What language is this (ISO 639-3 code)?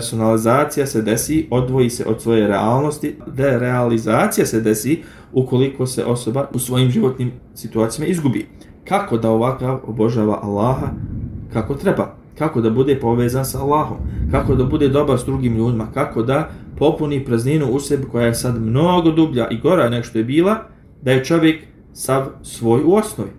bos